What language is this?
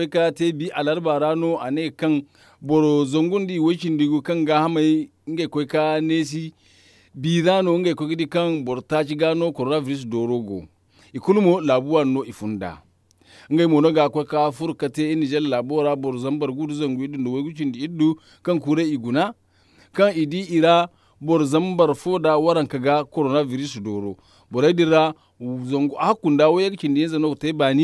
Zarma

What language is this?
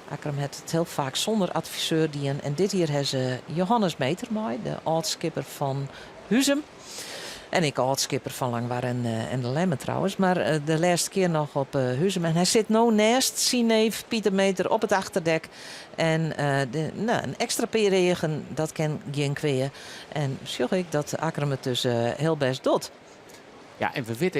Western Frisian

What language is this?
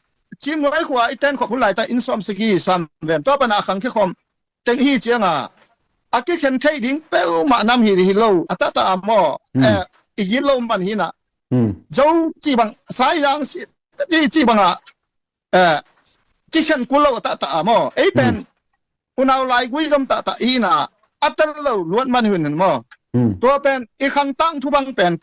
Tedim Chin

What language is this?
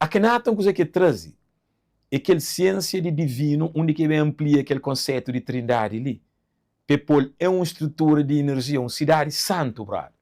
Kabuverdianu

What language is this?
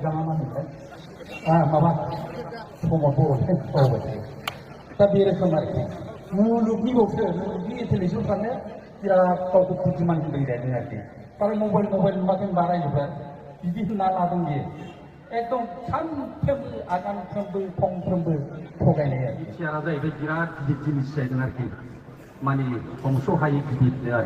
Bodo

